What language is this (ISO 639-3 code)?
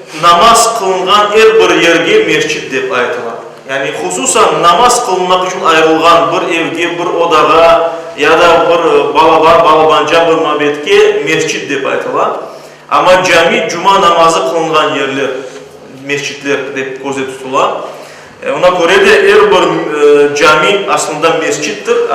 crh